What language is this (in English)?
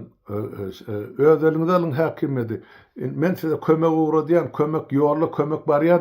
Turkmen